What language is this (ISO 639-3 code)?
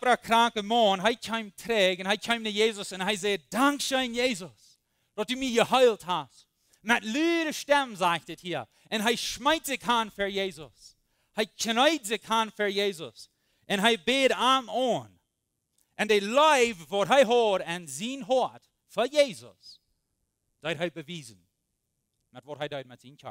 pdt